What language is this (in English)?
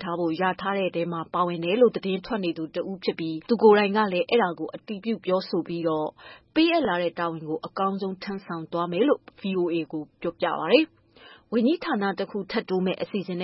Burmese